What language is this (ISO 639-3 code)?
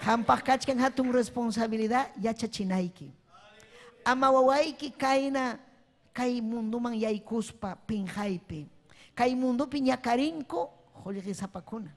quy